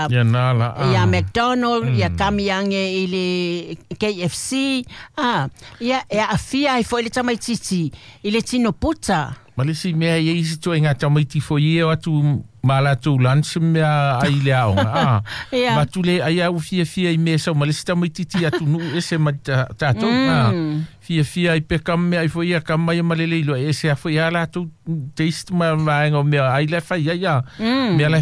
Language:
Samoan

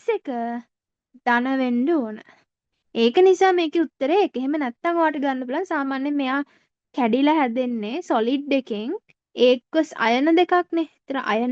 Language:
Sinhala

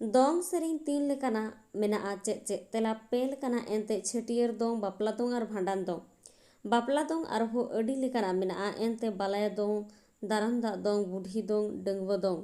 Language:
Santali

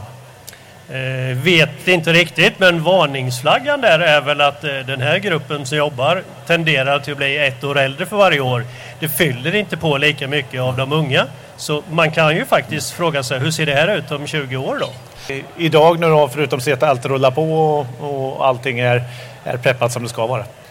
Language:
Swedish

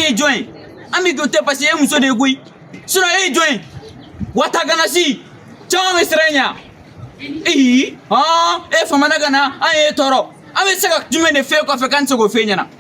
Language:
Bambara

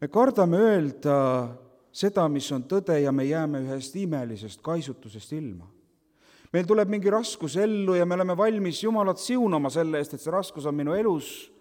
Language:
Estonian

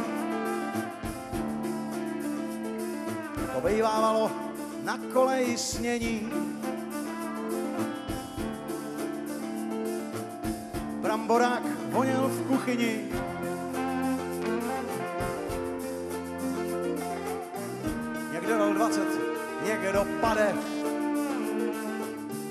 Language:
Czech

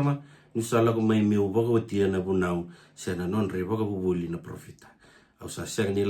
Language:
Fijian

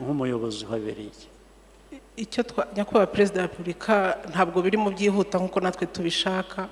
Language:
Kinyarwanda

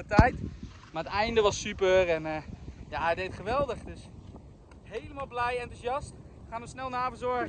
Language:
Dutch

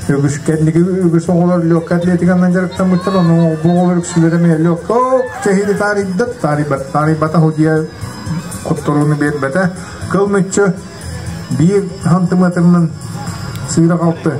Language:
Yakut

